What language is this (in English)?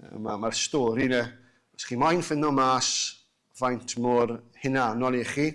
Welsh